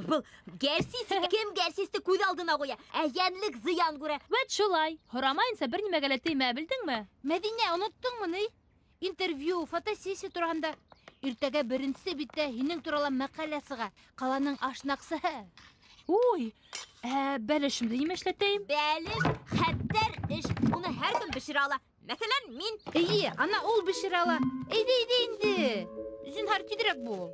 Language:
Bashkir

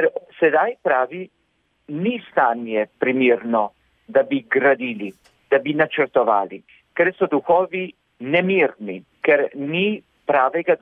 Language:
Slovenian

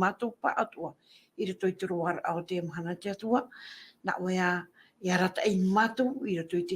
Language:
Tahitian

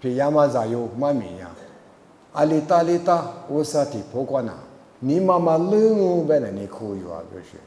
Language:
Lisu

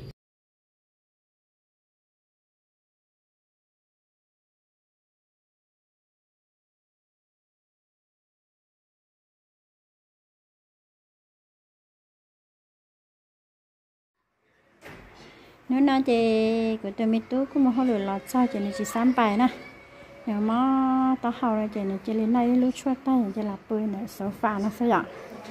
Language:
Vietnamese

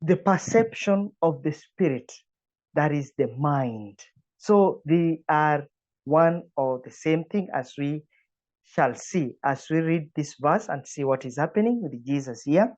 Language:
English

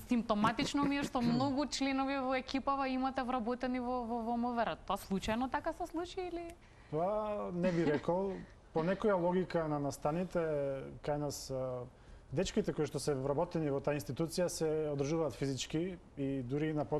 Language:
Macedonian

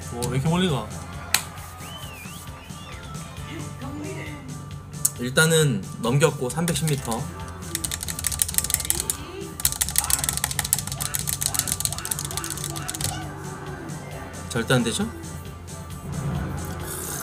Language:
Korean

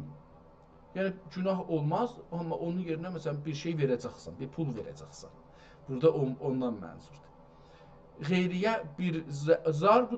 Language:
South Azerbaijani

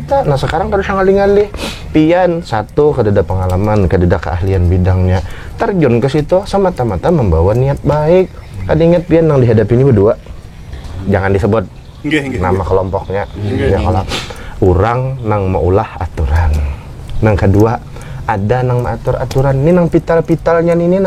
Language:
Banjar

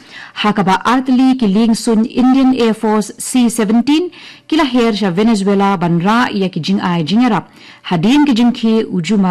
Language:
Khasi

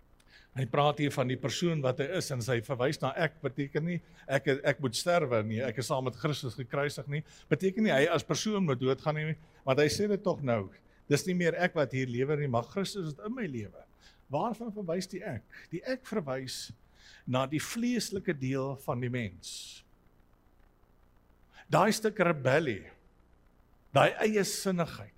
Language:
Afrikaans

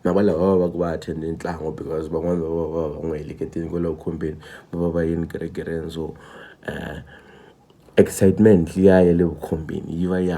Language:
Tsonga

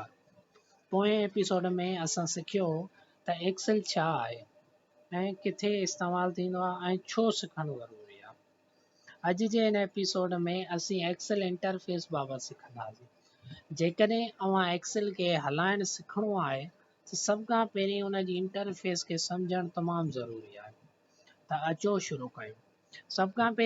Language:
Sindhi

